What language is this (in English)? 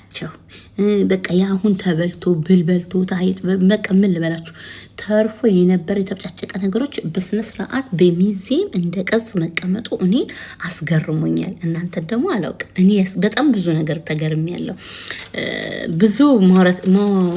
Amharic